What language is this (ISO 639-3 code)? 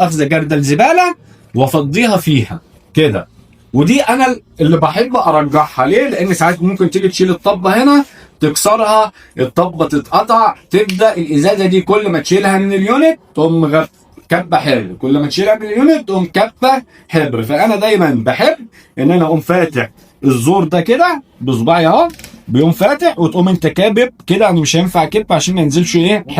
arz